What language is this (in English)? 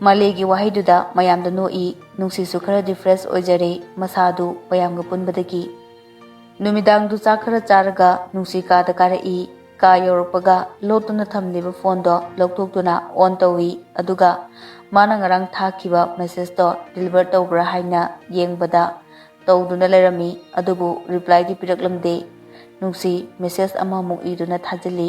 Manipuri